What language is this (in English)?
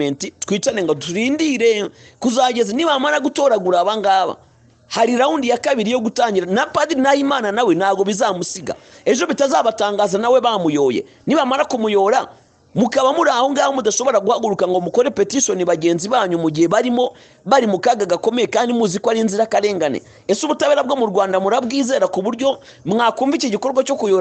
Kinyarwanda